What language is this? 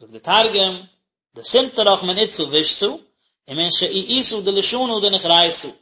Yiddish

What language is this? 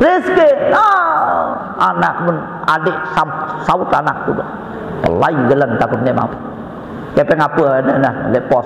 Sasak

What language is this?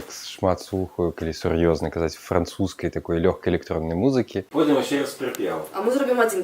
Belarusian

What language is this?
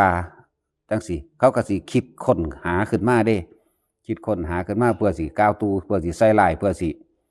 Northeastern Thai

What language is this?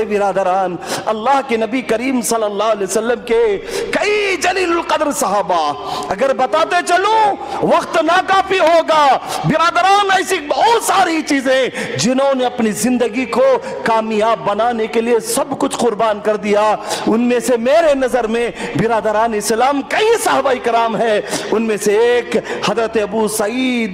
Urdu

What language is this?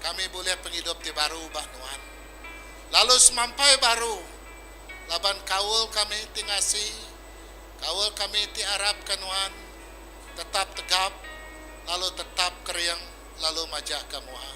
Iban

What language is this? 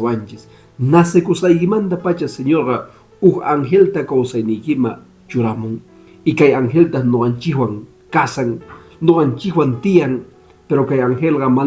Quechua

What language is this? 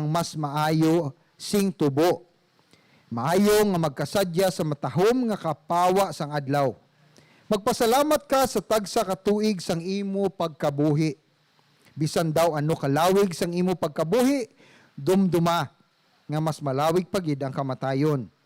Hiligaynon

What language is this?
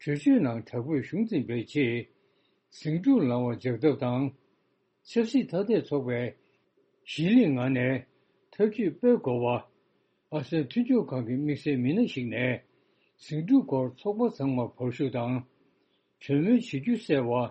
Tibetan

